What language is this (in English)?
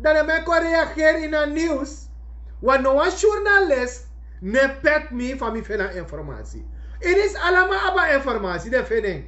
Sranan Tongo